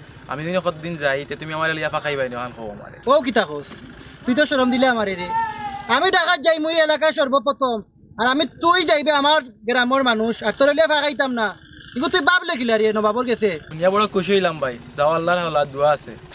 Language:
Sylheti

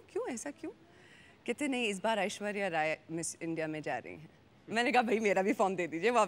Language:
Hindi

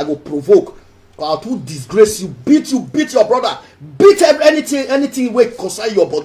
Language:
Nigerian Pidgin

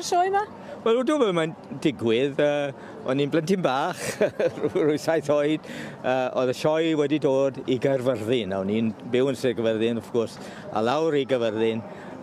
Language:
Welsh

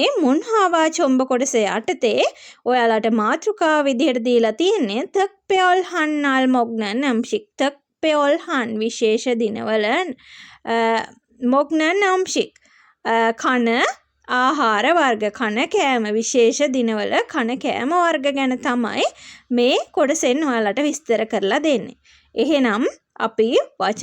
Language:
Sinhala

